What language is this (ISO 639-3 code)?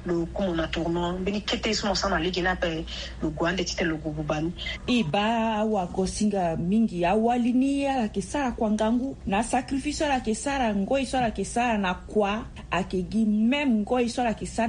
sag